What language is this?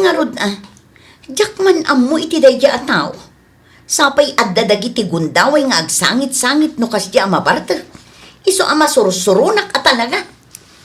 Iloko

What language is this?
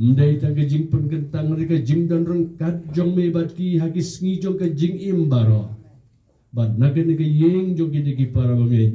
Khasi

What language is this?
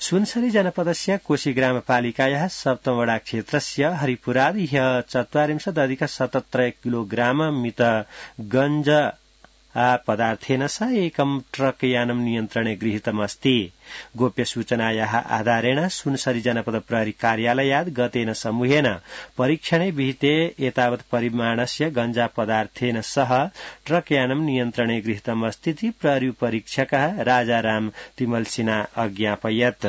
Sanskrit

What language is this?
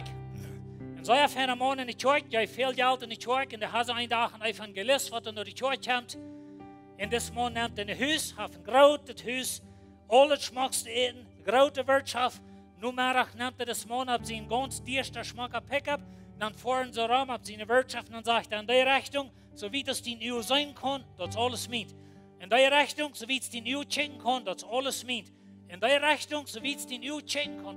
Plautdietsch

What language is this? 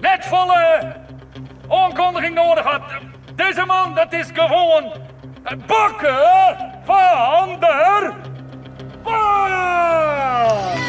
Western Frisian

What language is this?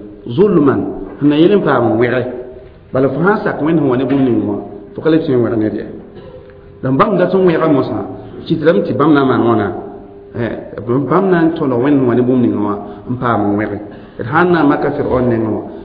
Mossi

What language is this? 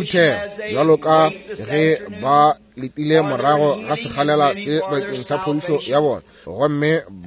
Northern Sotho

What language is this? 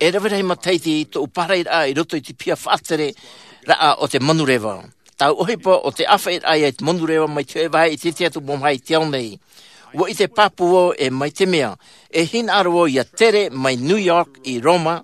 Tahitian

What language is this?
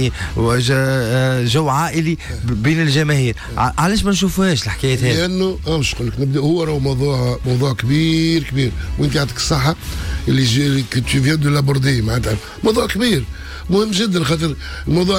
Tunisian Arabic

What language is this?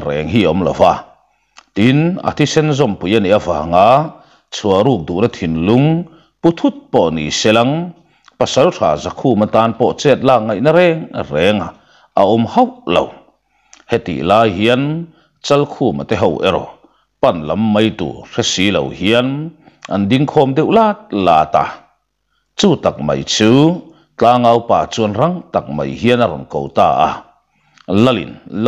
Mizo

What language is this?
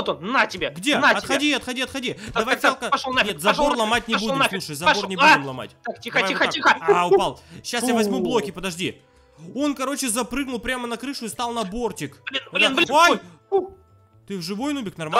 Russian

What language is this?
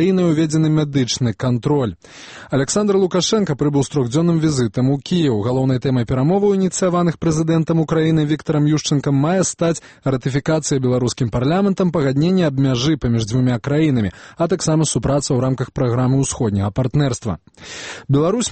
Belarusian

